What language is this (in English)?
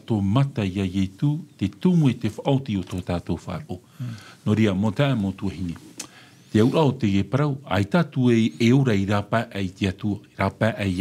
Tahitian